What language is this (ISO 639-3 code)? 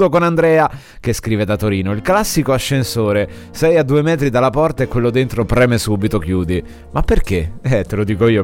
ita